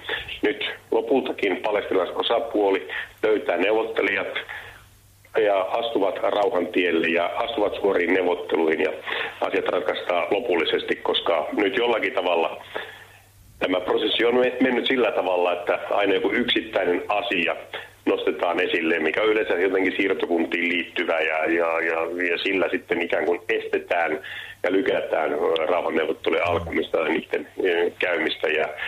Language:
Finnish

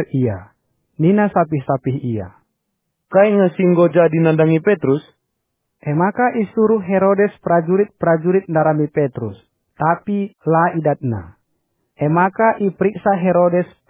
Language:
Batak Karo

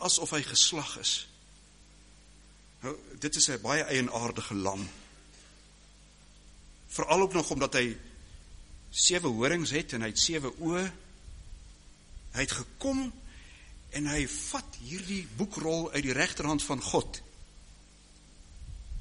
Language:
Afrikaans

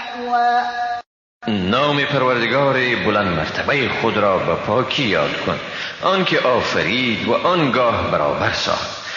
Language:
Persian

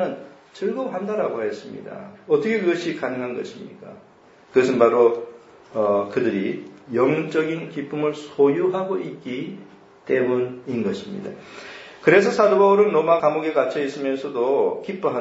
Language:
Korean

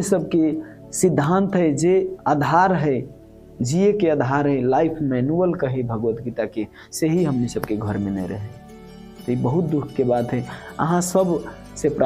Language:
Maithili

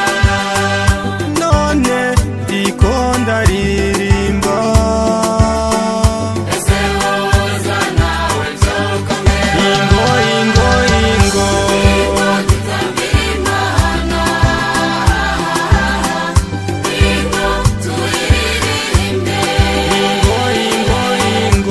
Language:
Kinyarwanda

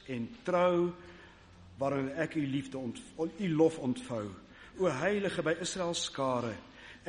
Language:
Afrikaans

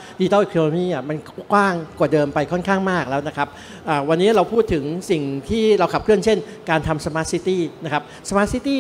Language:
Thai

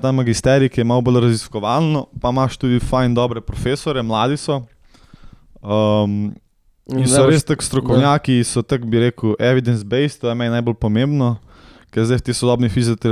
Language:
Slovenian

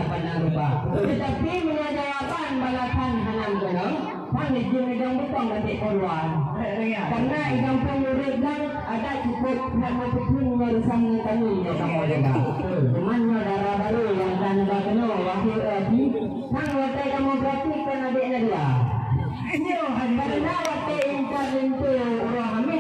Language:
Achinese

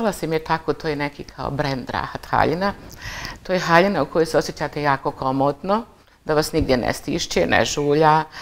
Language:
Bosnian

